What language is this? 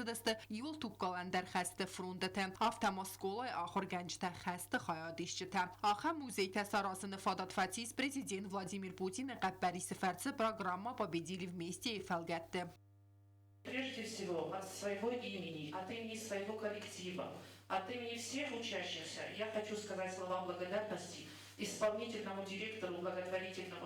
Ossetic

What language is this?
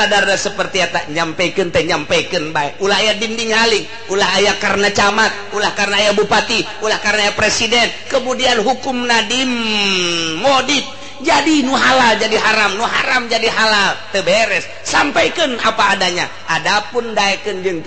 Sundanese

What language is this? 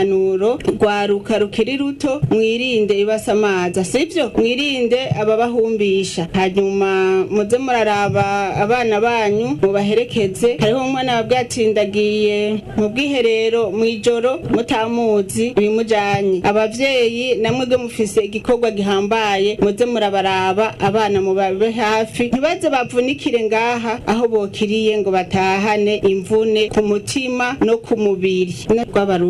Rundi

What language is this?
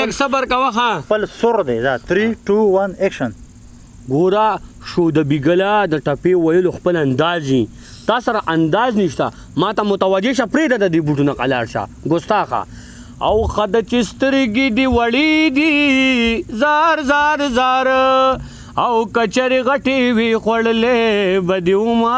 Pashto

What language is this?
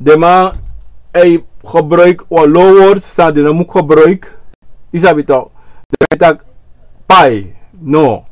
Sranan Tongo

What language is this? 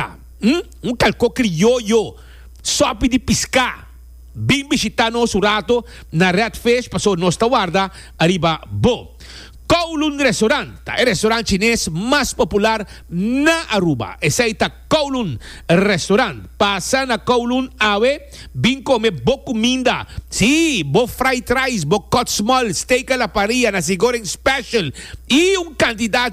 Papiamento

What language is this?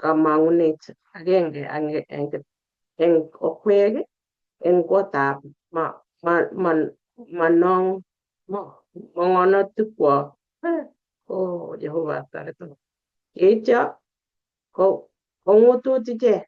Kalenjin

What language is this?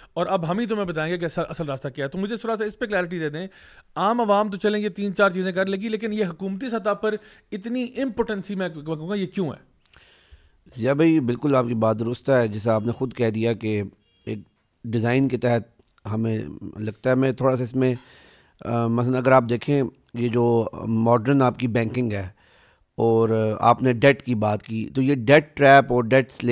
Urdu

